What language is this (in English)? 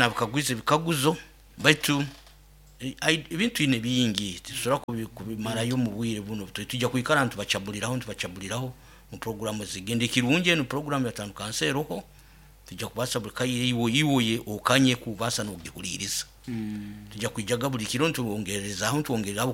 Nyoro